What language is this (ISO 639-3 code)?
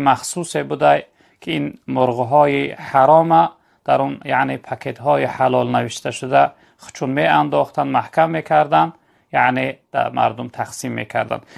tgk